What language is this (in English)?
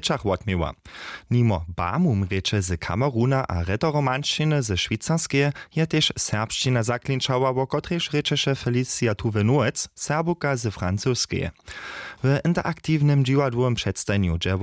Upper Sorbian